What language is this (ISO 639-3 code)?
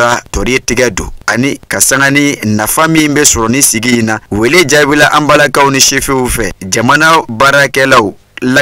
bam